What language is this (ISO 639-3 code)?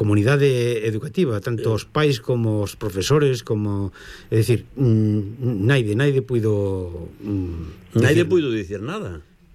glg